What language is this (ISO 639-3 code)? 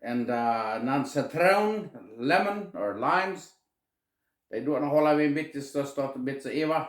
pdt